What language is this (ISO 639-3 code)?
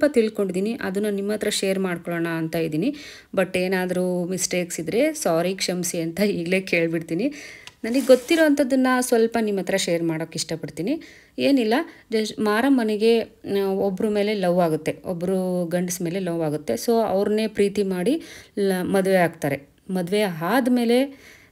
kan